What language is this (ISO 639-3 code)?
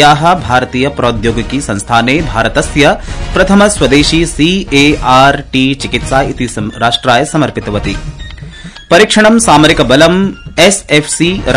san